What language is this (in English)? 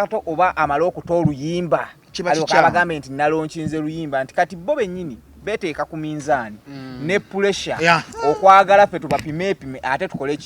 Ganda